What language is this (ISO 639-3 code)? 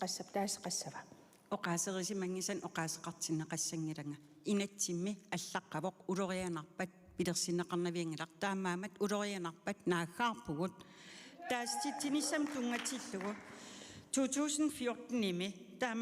kal